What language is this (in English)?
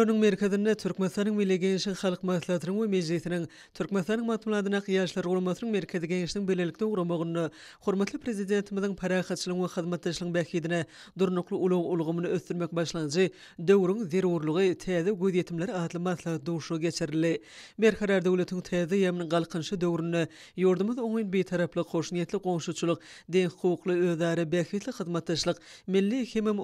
Turkmen